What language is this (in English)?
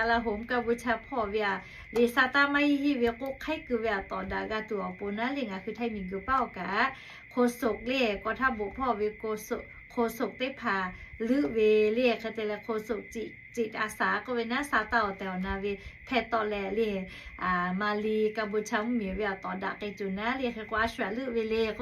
Lahu